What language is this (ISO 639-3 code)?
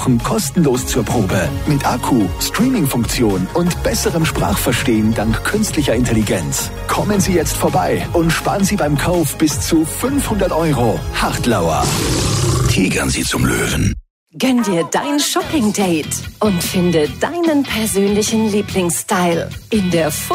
deu